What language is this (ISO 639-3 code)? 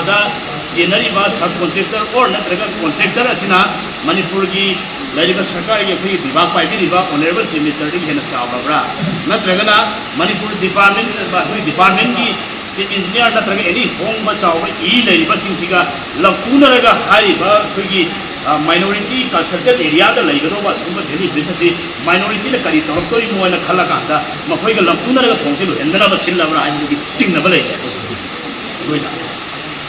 mni